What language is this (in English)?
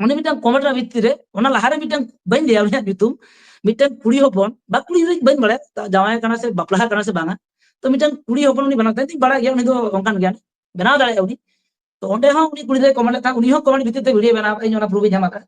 Santali